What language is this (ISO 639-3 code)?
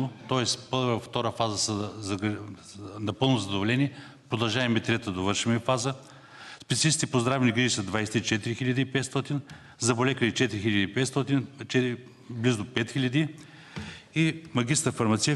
bul